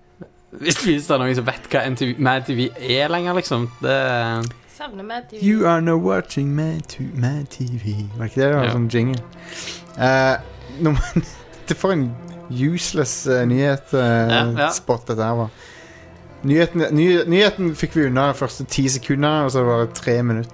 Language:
Norwegian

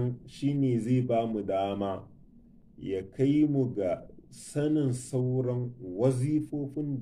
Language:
Hausa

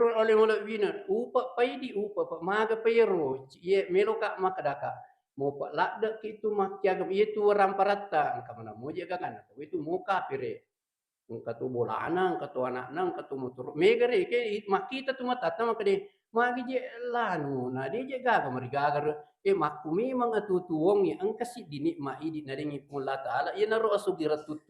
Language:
Buginese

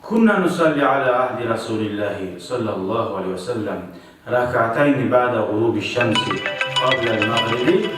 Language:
Kumyk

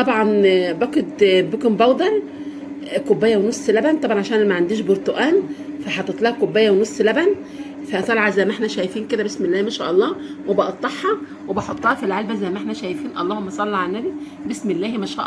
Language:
Egyptian Arabic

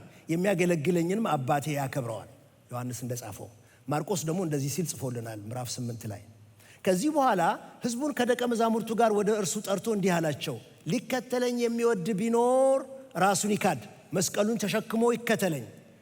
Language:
Amharic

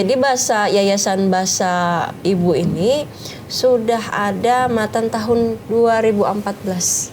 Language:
Banjar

